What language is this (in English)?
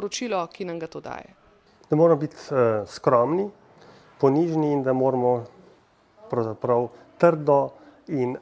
Slovenian